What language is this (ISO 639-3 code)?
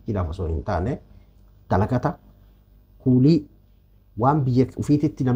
orm